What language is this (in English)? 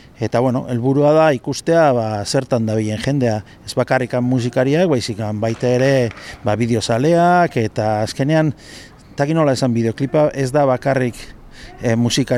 Basque